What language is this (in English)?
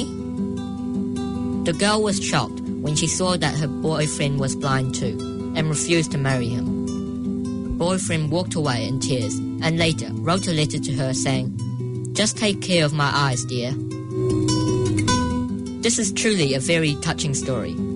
English